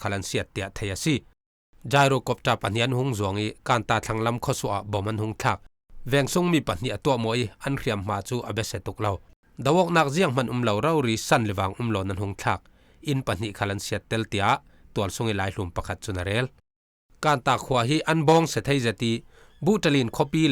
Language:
Falam Chin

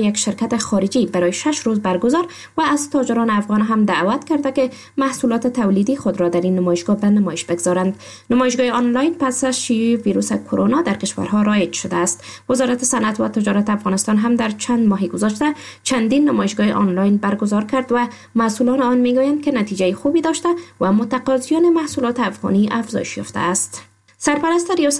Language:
Persian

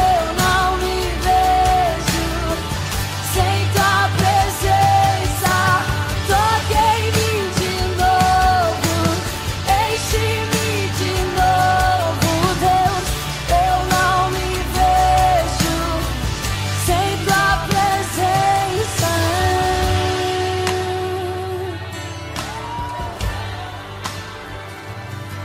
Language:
Portuguese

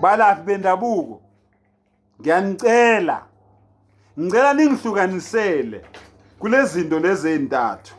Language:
Zulu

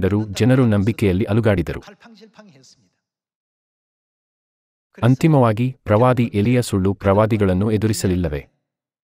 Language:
Kannada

